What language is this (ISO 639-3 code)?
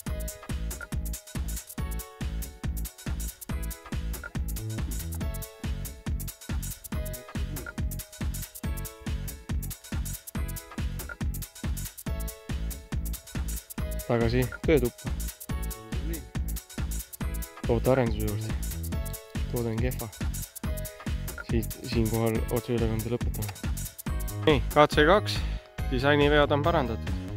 est